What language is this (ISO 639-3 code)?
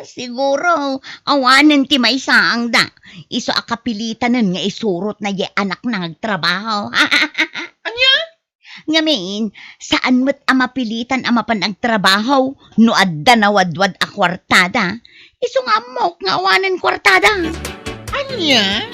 ilo